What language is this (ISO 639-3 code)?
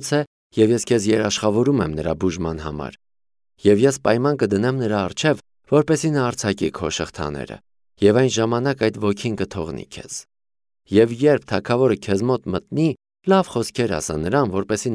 hye